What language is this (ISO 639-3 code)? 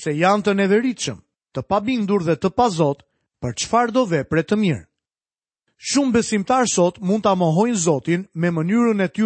sqi